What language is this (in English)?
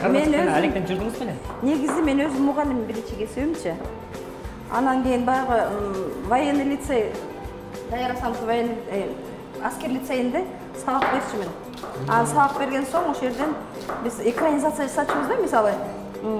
Kyrgyz